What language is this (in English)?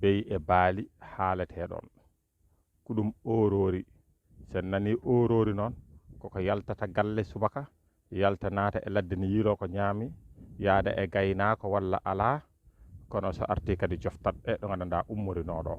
Fula